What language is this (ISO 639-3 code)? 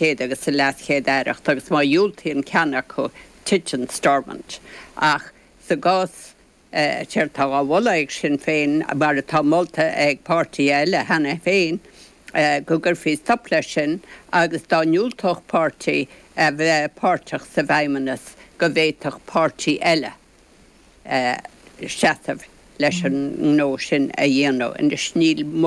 gle